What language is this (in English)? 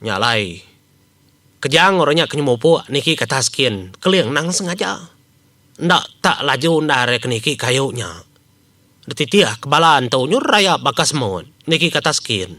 Iban